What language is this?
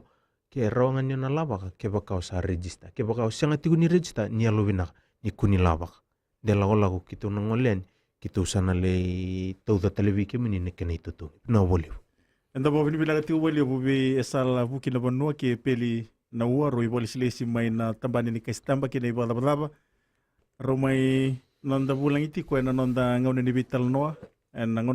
Fijian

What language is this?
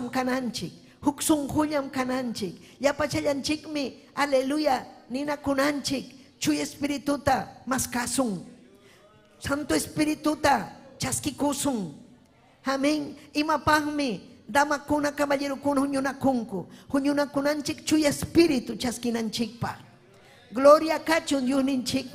Ayacucho Quechua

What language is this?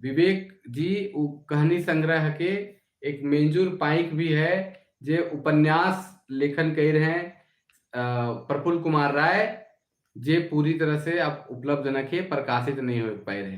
Sadri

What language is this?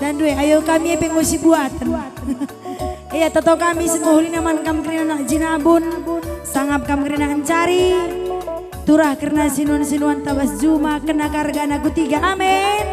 Batak Karo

